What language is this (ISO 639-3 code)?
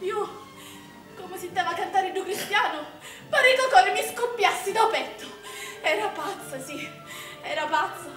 scn